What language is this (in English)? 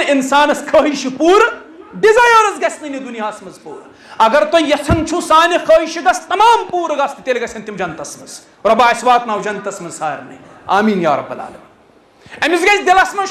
Kashmiri